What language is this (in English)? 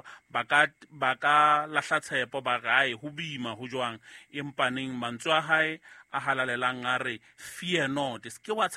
Southern Sotho